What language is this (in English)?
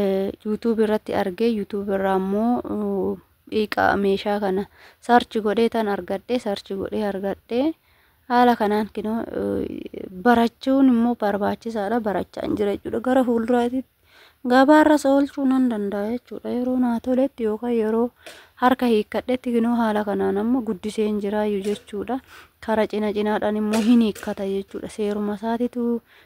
Oromo